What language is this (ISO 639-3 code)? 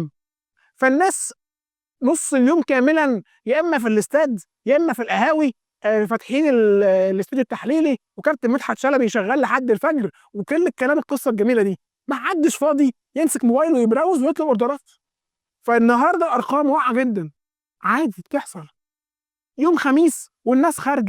arz